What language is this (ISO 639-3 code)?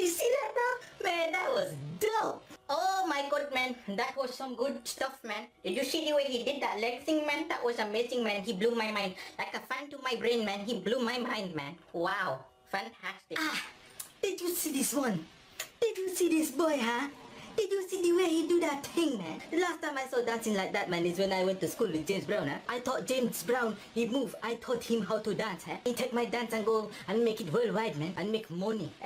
jam